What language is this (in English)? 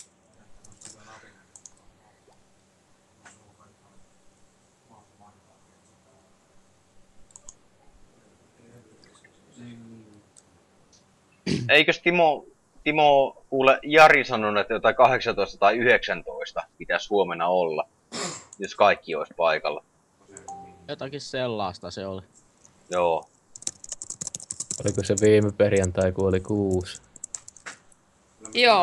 Finnish